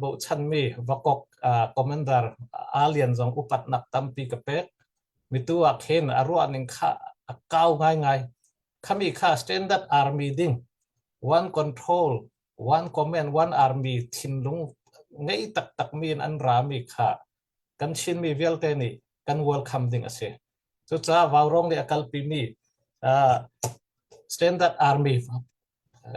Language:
Hakha Chin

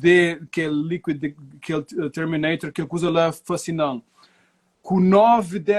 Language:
Kabuverdianu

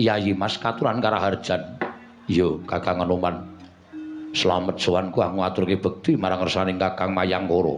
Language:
Javanese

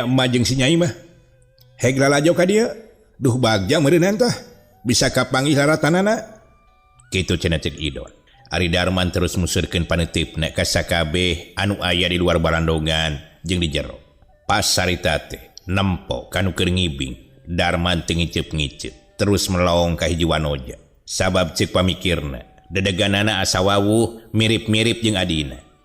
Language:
Sundanese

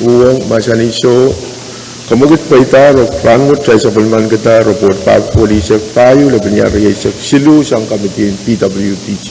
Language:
Pohnpeian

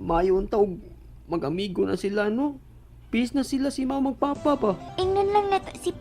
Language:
Cebuano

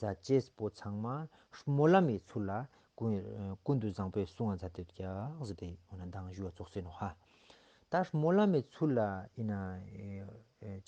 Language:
Ladakhi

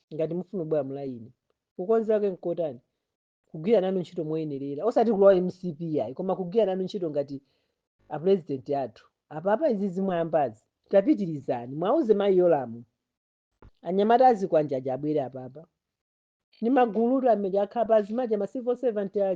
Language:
Nyanja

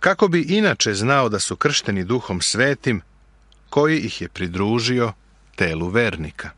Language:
Serbian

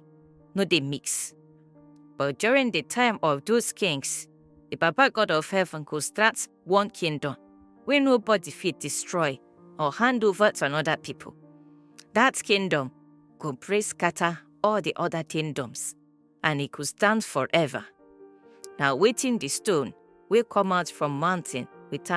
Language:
Nigerian Pidgin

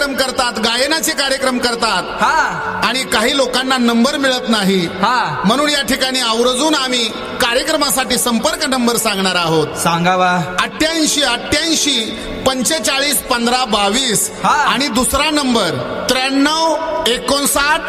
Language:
Marathi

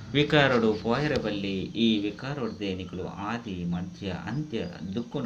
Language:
Tulu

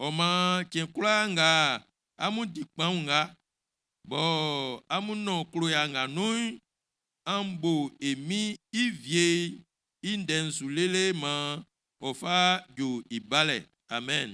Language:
Baoulé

